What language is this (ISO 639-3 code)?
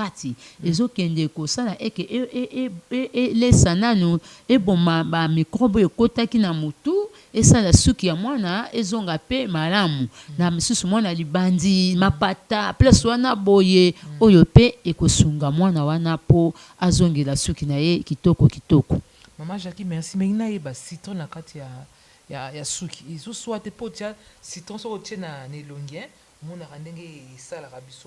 lin